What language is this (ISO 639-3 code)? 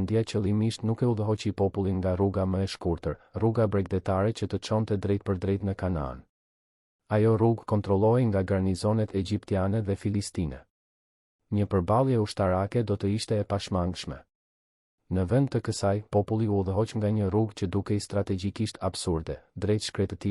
sqi